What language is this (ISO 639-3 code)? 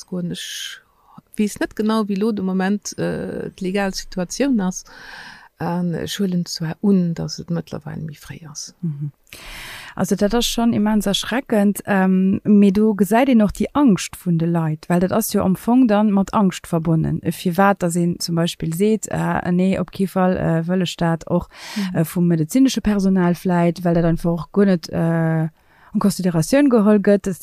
ltz